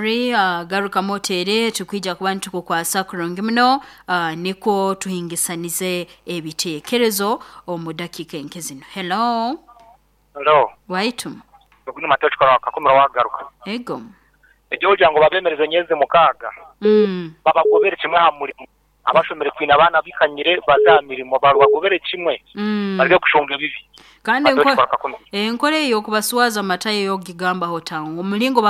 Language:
Nyoro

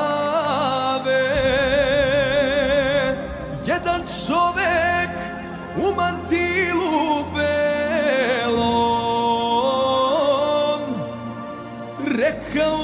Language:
Serbian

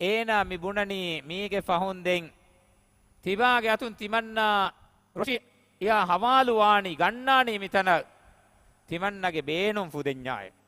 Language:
Divehi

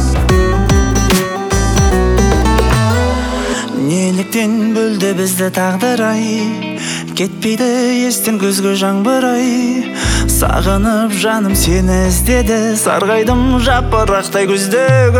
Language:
Kazakh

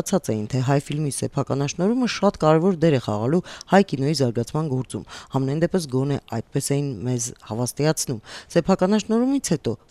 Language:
Armenian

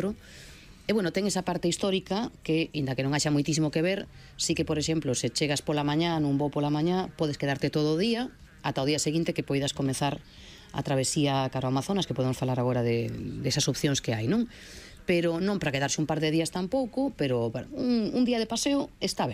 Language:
Galician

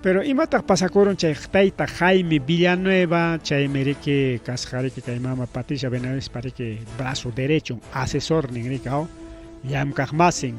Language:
Ayacucho Quechua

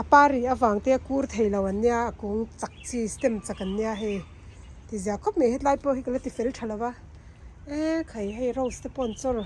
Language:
Mizo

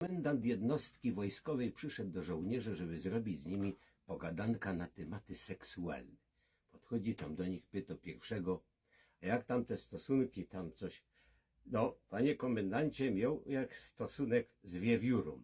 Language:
Silesian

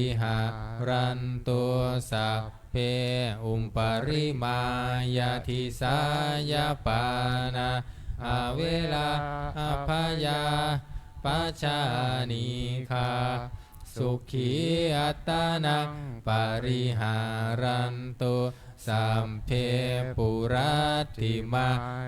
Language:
Pali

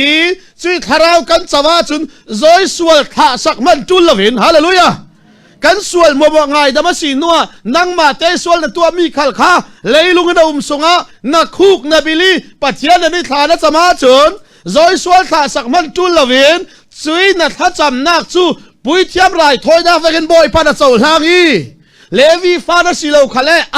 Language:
Falam Chin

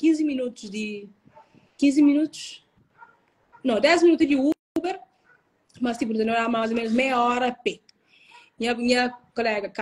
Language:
Kabuverdianu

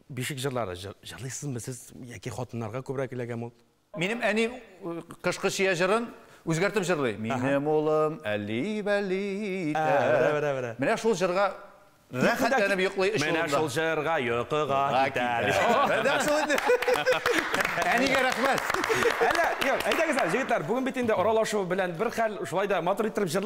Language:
Tatar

